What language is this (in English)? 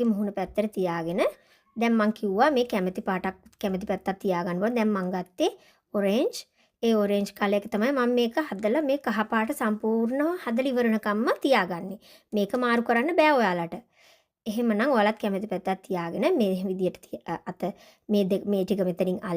Sinhala